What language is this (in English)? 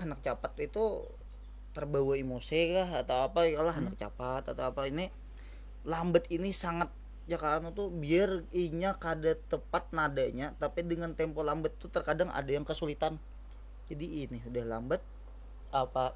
Banjar